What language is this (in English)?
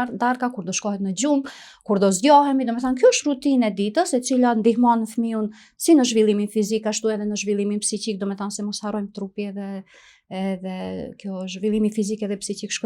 Albanian